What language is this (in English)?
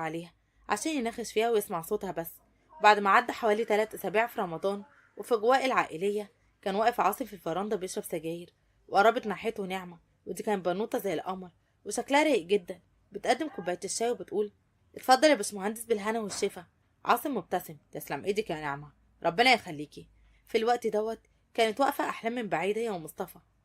Egyptian Arabic